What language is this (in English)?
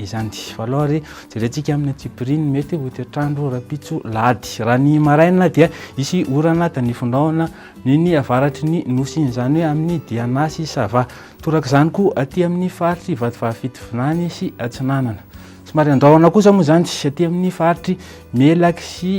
Malagasy